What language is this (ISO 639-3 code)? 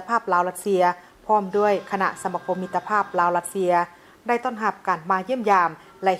lao